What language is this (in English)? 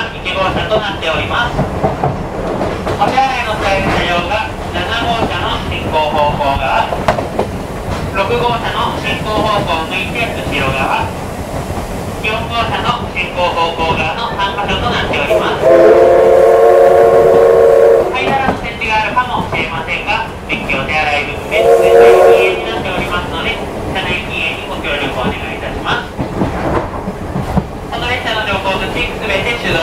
Japanese